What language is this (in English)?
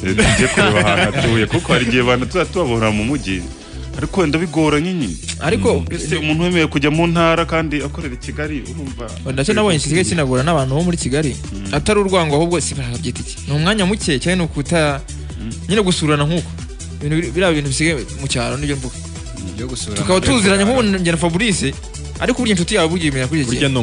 Kinyarwanda